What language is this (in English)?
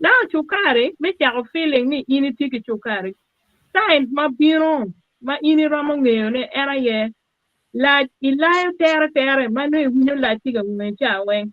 Acoli